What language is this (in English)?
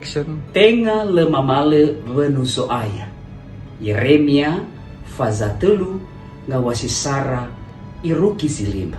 Nias